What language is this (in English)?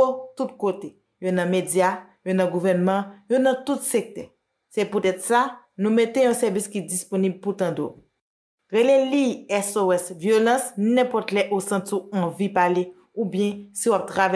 Haitian Creole